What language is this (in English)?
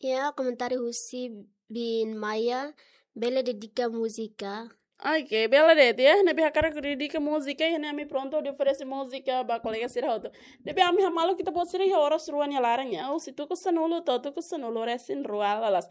Tetum